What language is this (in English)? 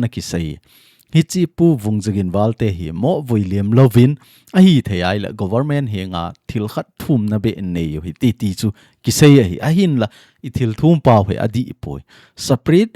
Thado Chin